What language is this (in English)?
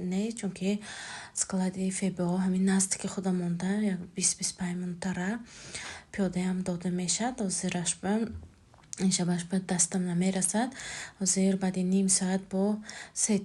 Tajik